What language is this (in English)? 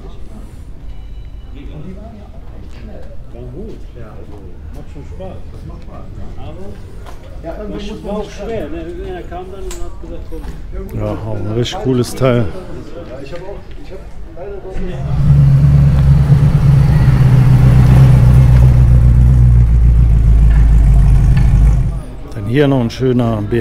German